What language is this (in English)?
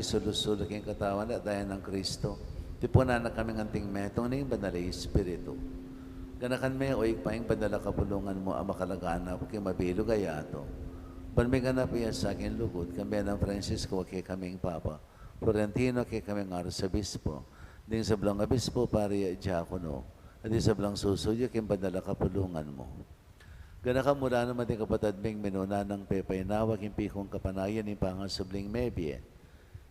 Pampanga